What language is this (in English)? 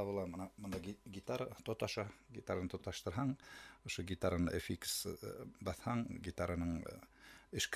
Bashkir